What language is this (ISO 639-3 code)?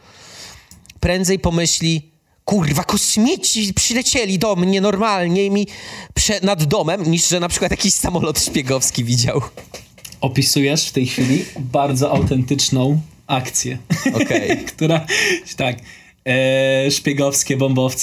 pol